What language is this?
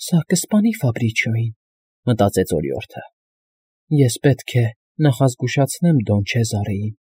Armenian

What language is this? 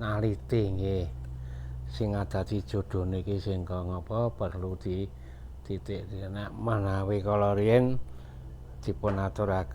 Javanese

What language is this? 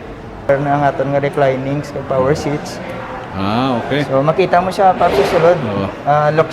Hiligaynon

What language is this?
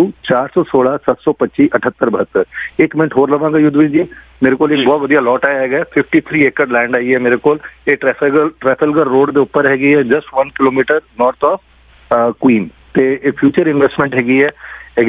Punjabi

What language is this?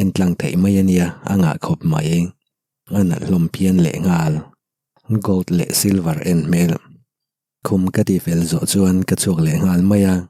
Mizo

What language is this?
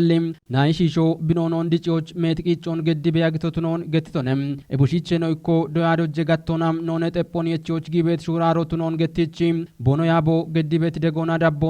Kafa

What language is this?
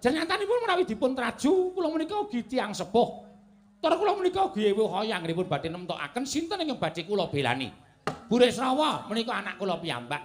Javanese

